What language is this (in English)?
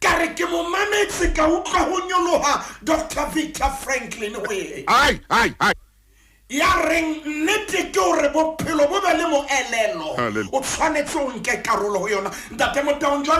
Southern Sotho